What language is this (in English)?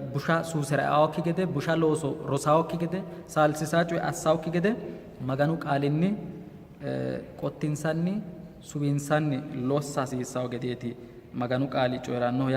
Sidamo